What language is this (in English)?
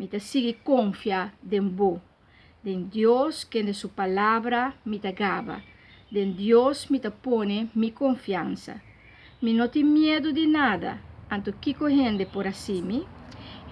Papiamento